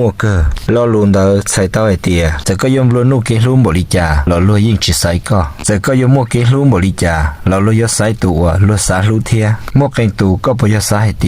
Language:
Hmong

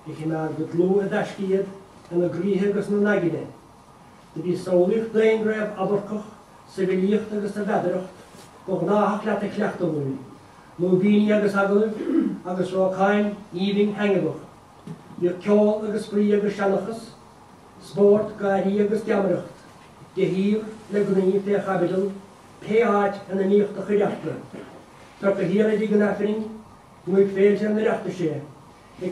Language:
Irish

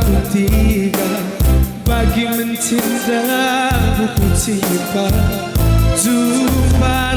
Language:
Batak Karo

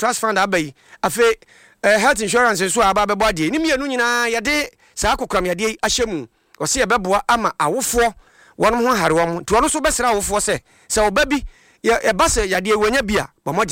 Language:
Akan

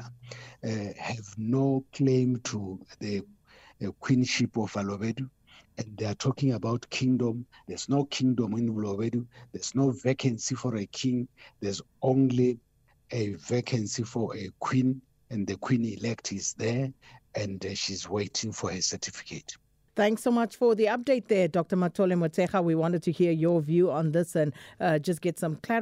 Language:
English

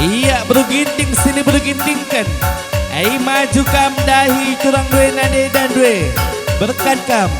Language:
Batak Karo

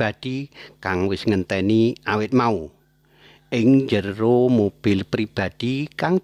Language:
Javanese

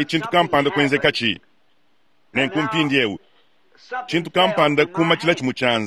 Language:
Luba-Lulua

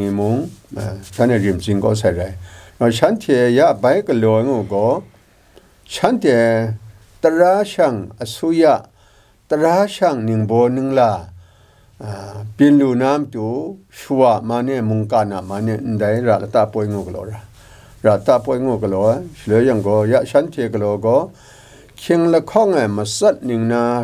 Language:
Kachin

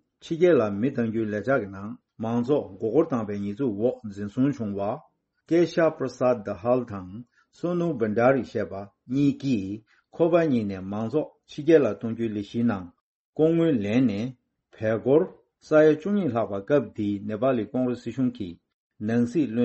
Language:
Tibetan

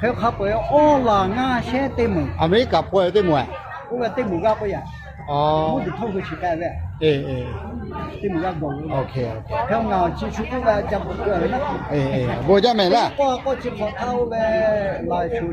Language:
Lahu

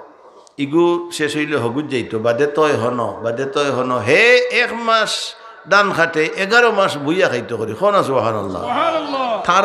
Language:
Sylheti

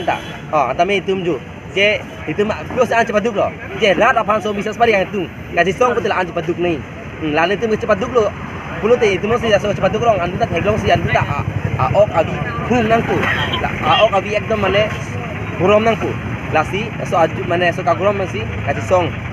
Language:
Karbi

